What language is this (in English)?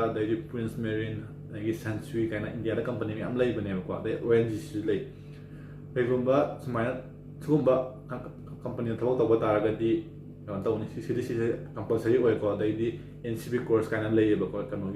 Manipuri